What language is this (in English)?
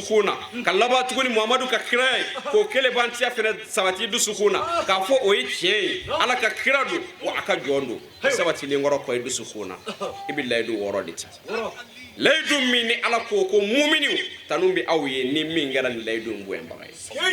Bambara